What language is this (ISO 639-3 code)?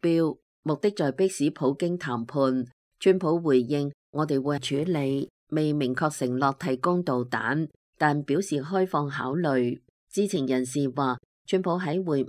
yue